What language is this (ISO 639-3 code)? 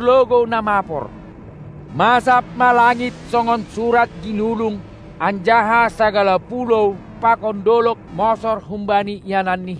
bts